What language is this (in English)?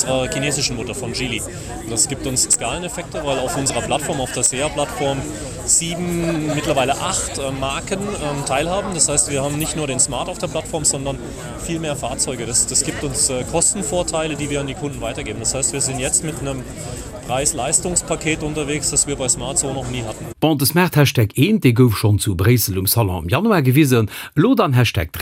Luxembourgish